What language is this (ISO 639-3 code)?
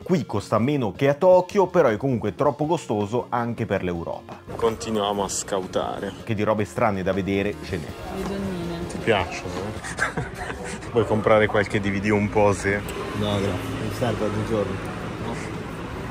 ita